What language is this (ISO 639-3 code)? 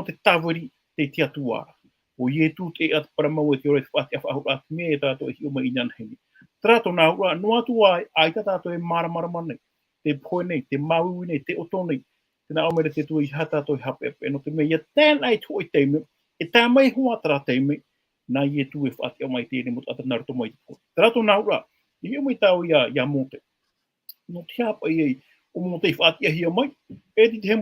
tah